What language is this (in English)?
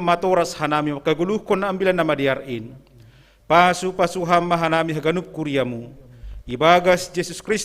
Batak Simalungun